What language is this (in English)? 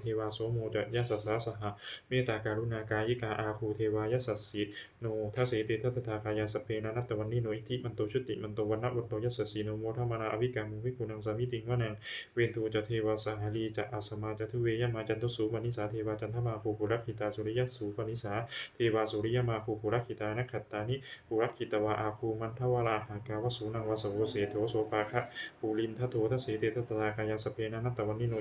Pali